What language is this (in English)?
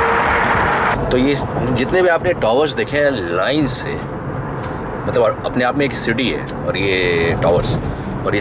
Hindi